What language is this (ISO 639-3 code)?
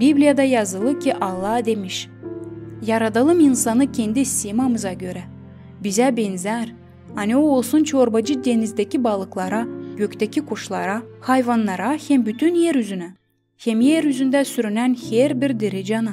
gag